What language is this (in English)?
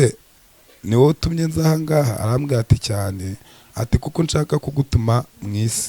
Kinyarwanda